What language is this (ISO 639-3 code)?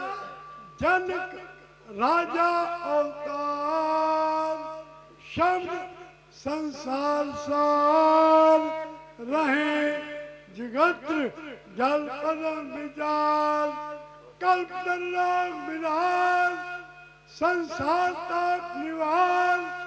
pan